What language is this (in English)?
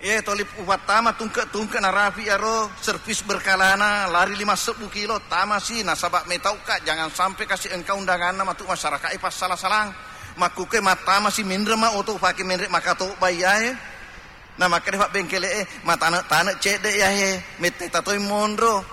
Buginese